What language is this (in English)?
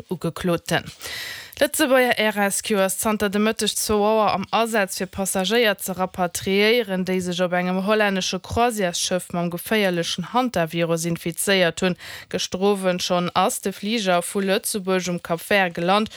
Luxembourgish